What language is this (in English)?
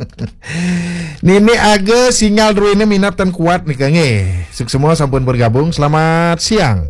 Balinese